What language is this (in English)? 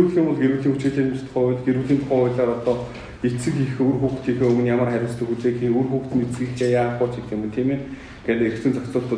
Mongolian